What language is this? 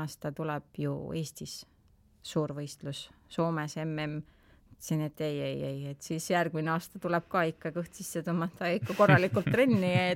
Estonian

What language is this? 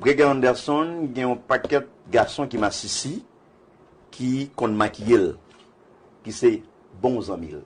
Haitian Creole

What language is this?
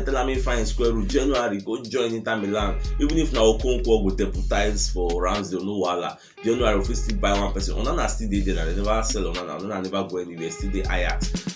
Nigerian Pidgin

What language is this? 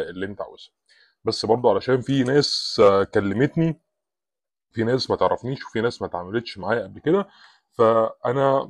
Egyptian Arabic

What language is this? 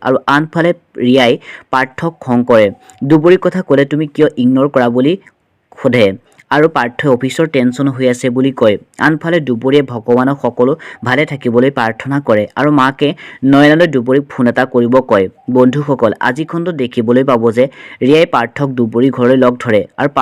Assamese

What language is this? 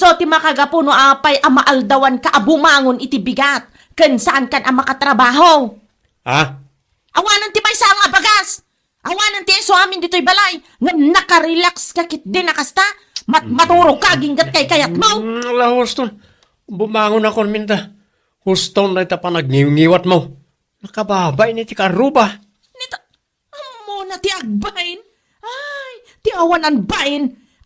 Iloko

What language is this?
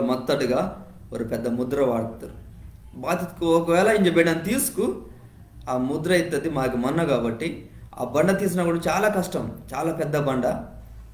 Koya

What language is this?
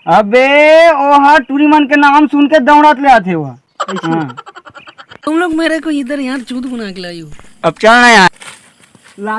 Chhattisgarhi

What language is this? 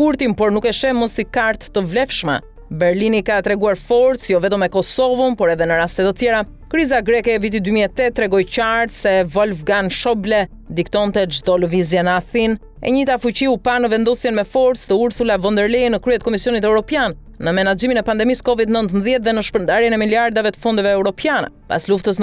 Albanian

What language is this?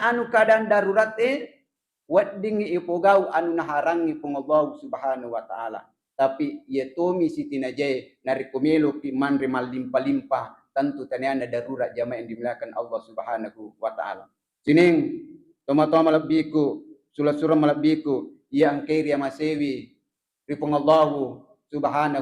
Buginese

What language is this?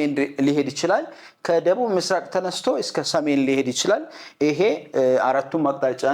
Amharic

